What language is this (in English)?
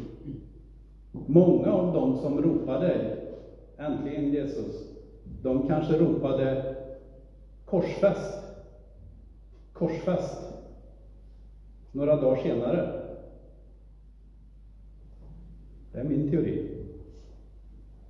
Swedish